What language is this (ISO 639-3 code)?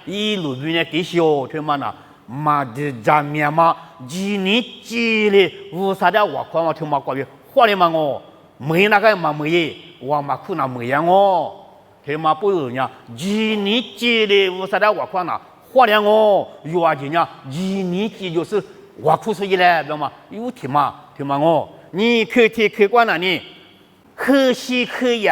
lis